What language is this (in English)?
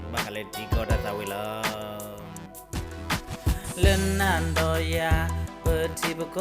S'gaw Karen